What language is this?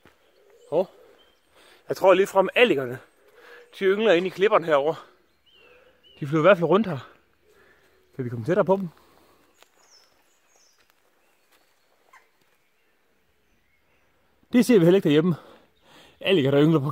Danish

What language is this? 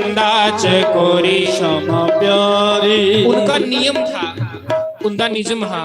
Dogri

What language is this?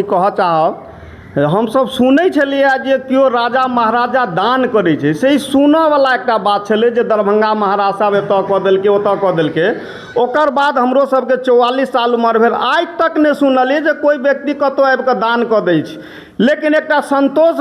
Maithili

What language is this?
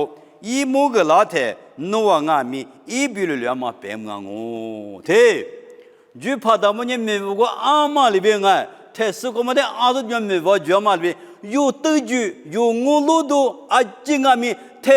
Lisu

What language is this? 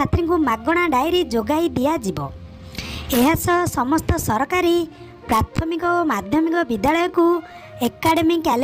Odia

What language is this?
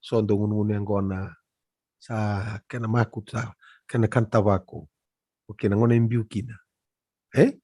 Fijian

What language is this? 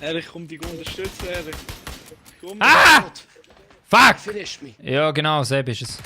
Swiss German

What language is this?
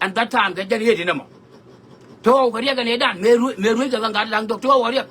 Nuer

